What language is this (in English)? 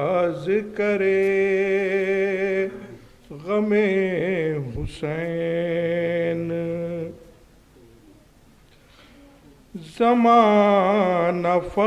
Urdu